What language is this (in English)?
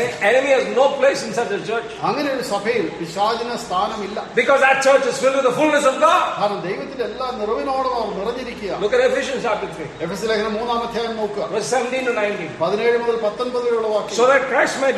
Malayalam